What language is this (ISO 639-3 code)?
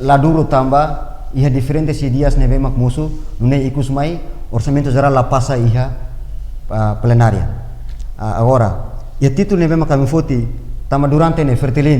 tet